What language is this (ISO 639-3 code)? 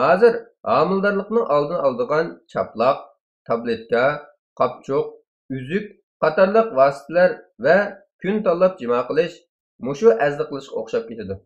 uig